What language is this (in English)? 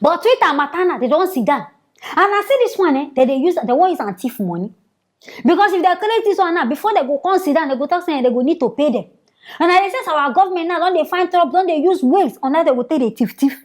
Nigerian Pidgin